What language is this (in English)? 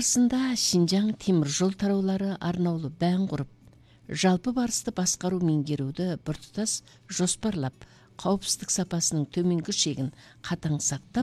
Kazakh